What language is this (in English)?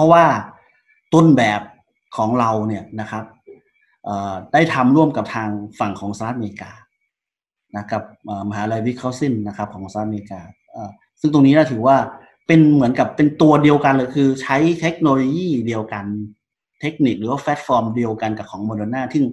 Thai